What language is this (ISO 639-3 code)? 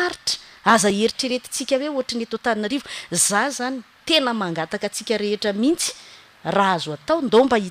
mlg